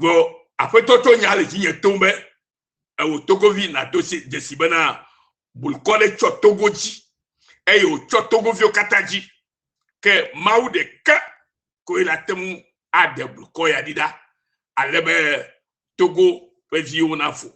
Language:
Ewe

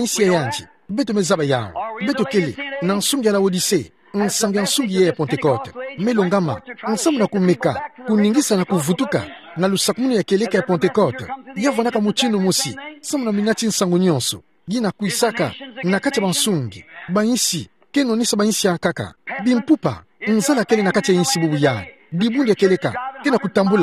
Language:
Kituba (Democratic Republic of Congo)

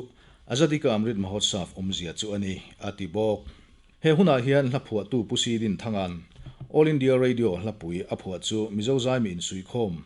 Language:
Mizo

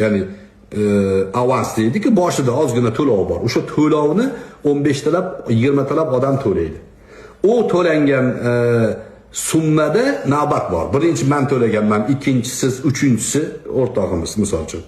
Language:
Uzbek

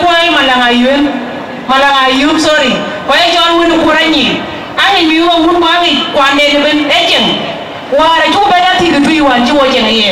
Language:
Dinka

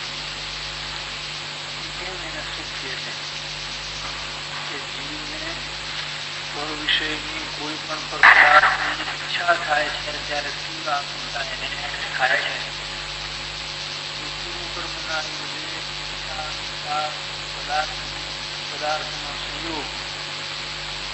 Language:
Gujarati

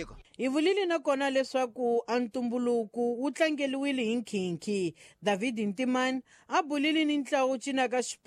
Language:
Tsonga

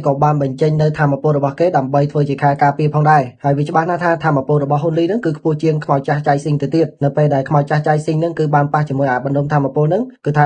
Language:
Khmer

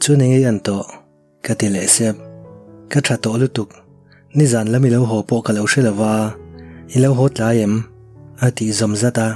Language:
Mizo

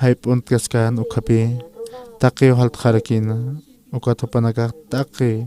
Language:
Aymara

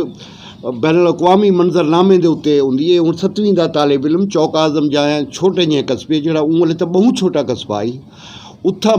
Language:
Saraiki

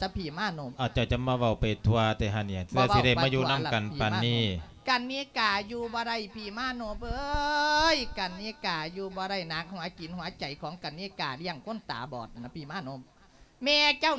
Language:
Lao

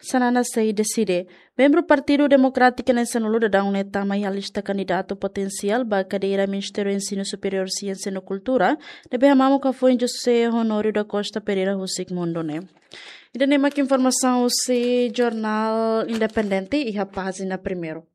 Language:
Tetum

